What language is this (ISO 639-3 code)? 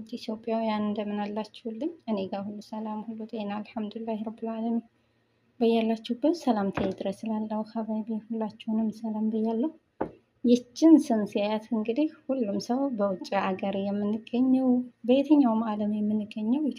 amh